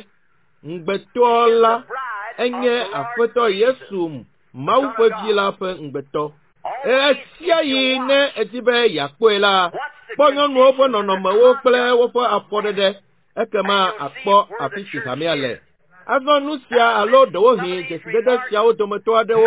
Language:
Ewe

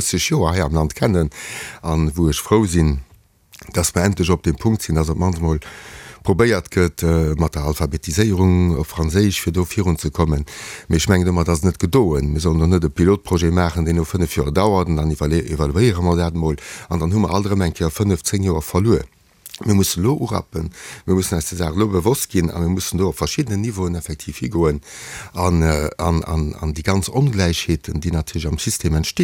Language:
Luxembourgish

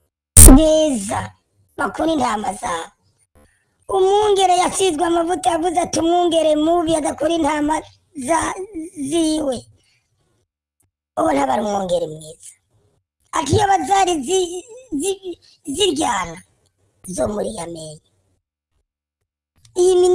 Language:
Kinyarwanda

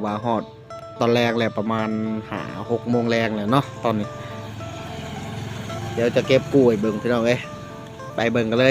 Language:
Lao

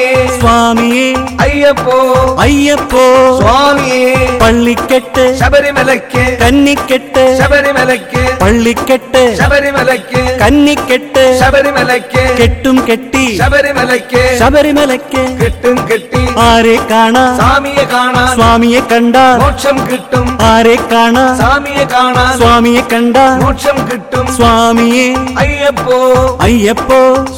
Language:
Malayalam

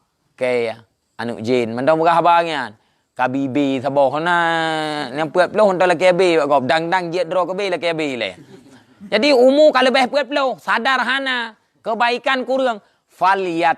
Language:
Achinese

